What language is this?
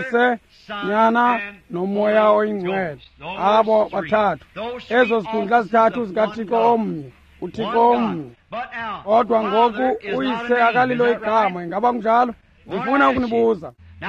Xhosa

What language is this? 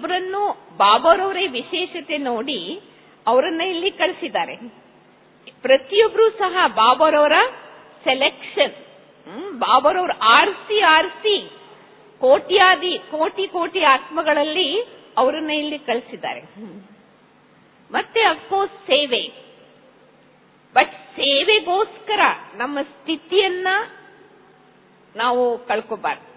Kannada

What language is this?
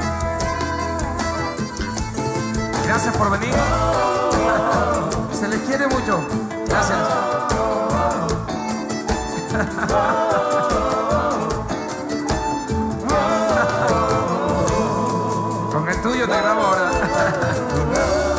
Spanish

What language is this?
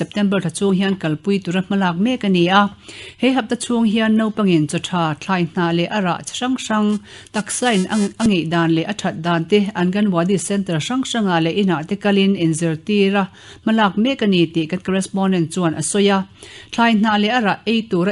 Mizo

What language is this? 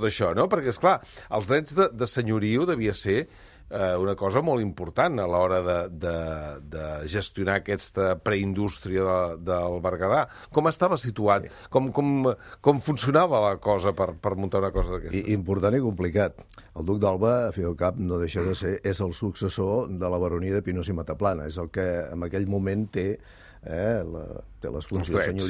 Catalan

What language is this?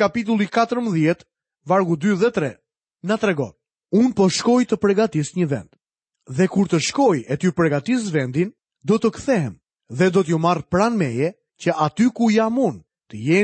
Albanian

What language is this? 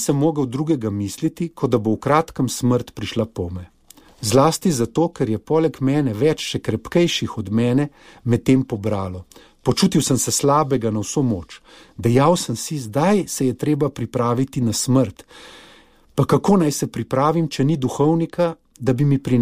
Slovenian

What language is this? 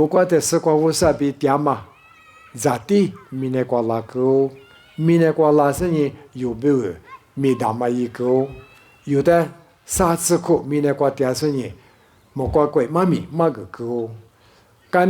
Lisu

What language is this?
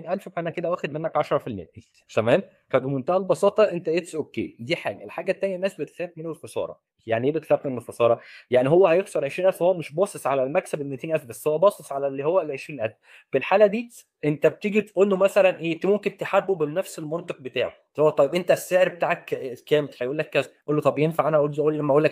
Egyptian Arabic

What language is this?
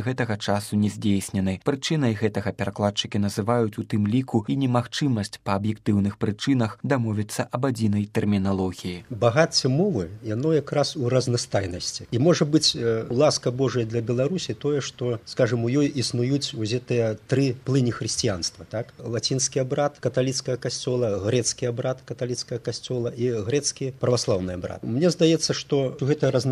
Belarusian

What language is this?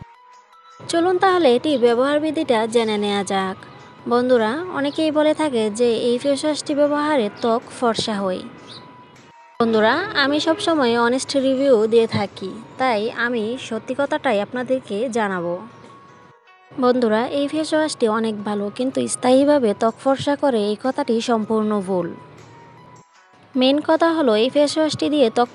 Bangla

